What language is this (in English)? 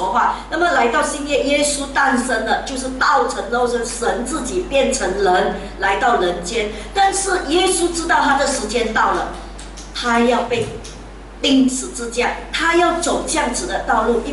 Chinese